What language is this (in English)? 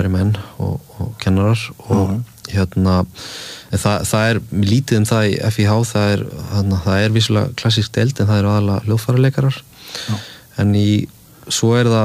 Icelandic